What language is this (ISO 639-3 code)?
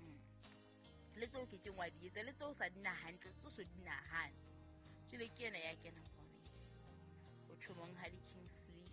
sot